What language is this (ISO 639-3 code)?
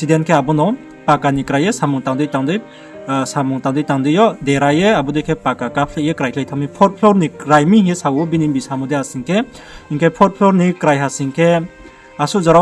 ria